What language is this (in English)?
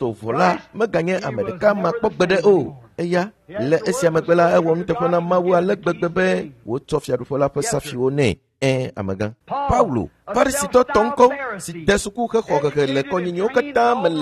Ewe